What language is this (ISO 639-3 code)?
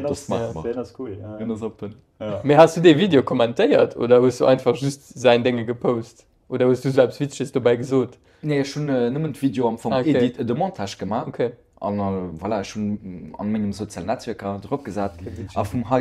ltz